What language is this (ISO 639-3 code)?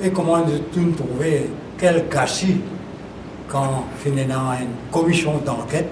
mfe